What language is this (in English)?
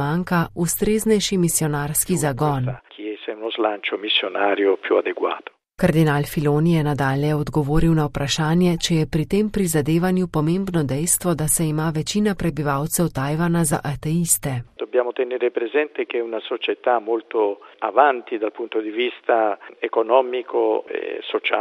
Slovenian